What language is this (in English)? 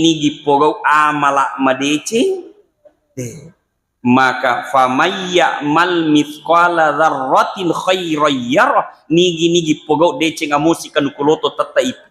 Buginese